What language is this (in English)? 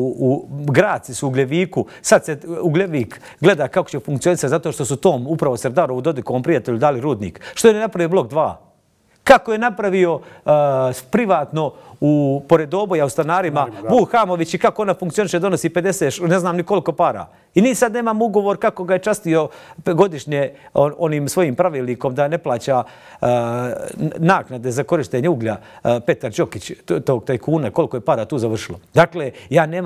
Serbian